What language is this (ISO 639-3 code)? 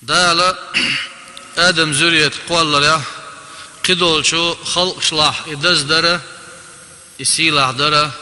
che